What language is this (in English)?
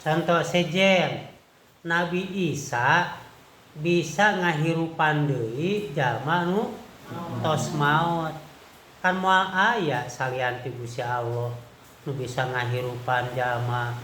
Sundanese